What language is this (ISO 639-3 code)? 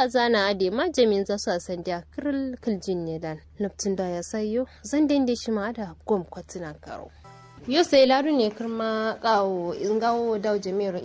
kau